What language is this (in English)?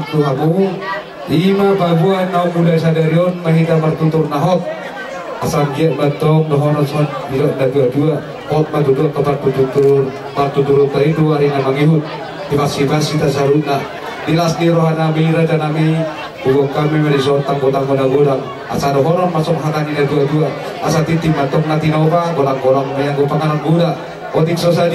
Batak Toba